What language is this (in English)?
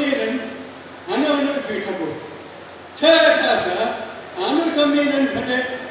Newari